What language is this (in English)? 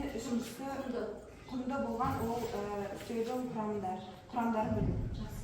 Kazakh